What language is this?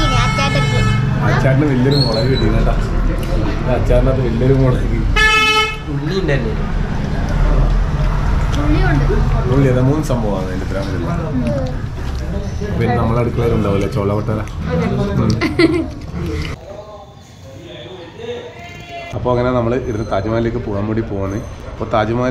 Malayalam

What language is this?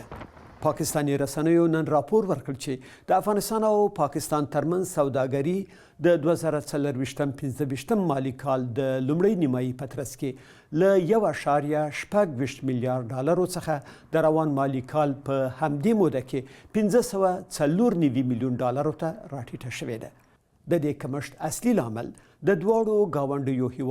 Pashto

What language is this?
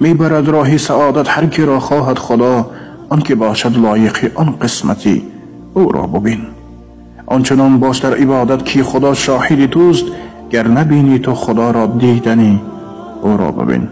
Tajik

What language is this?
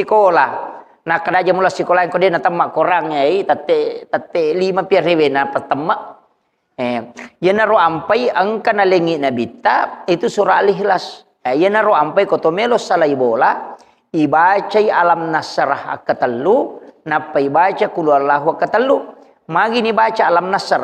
Buginese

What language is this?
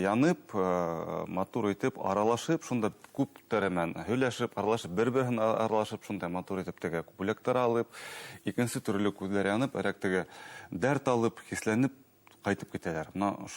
Bashkir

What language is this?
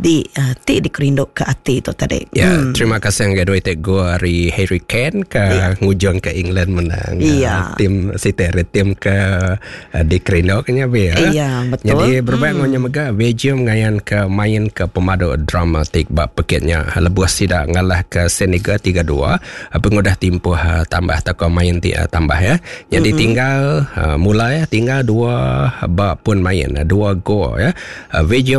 Iban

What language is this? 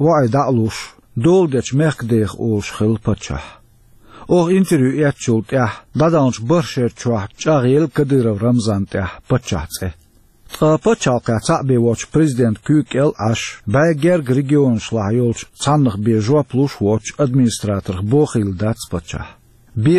Chechen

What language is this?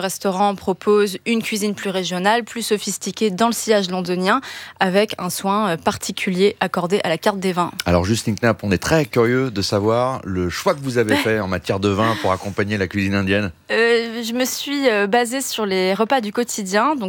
French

